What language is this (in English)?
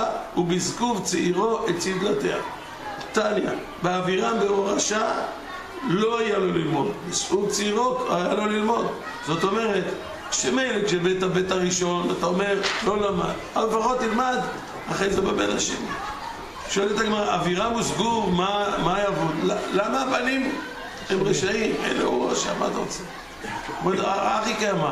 Hebrew